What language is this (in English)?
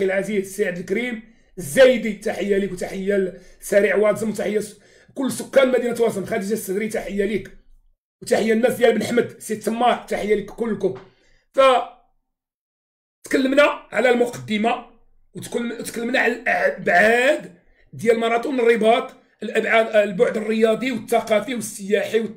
Moroccan Arabic